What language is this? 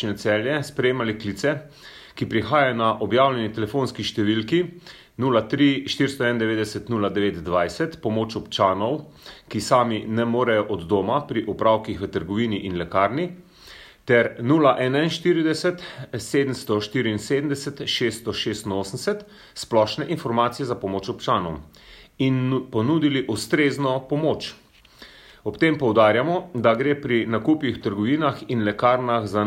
Slovenian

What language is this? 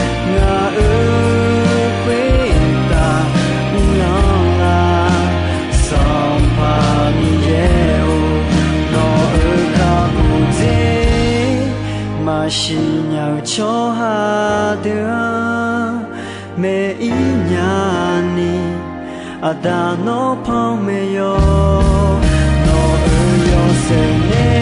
Akha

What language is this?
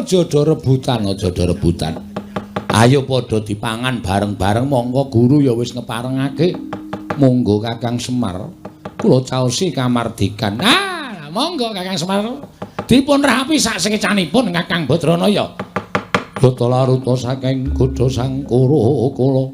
Javanese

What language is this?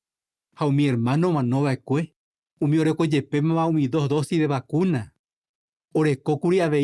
Guarani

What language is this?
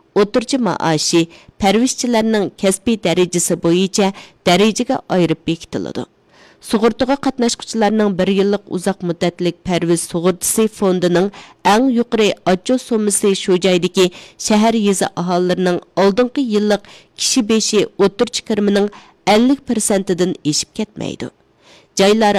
Uyghur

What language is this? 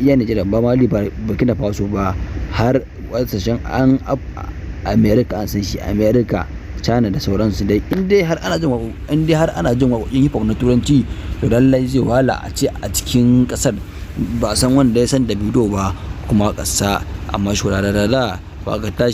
Hausa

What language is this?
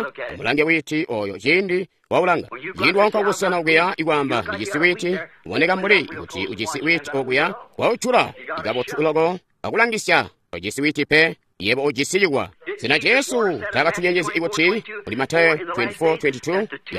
Tonga (Zambia)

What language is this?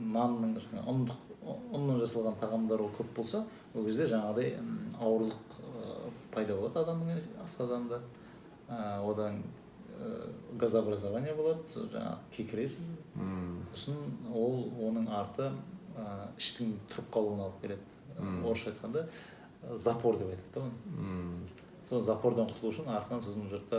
Kazakh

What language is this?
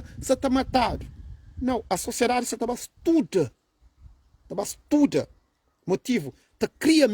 Kabuverdianu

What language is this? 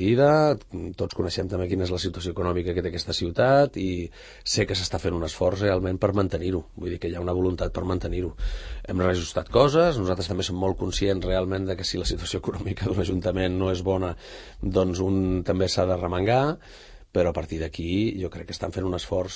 Catalan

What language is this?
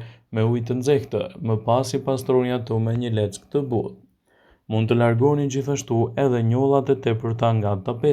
Albanian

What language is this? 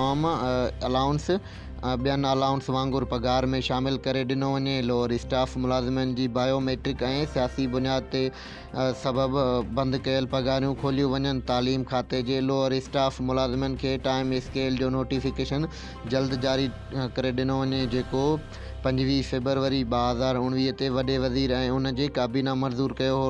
Sindhi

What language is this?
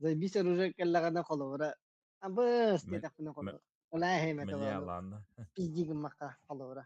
Yakut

